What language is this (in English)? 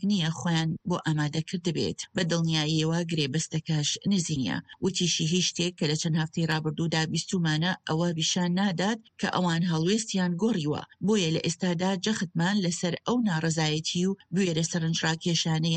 Central Kurdish